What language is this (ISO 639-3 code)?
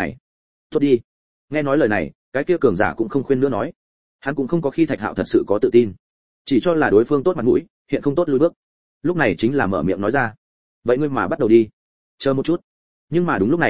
vie